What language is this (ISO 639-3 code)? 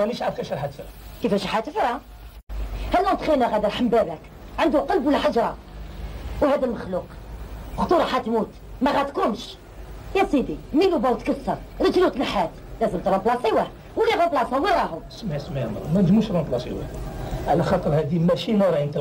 arq